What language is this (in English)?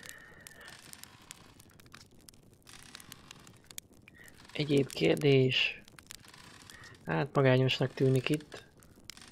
Hungarian